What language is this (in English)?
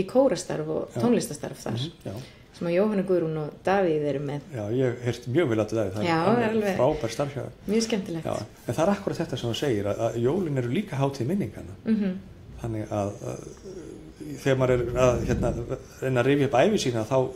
Icelandic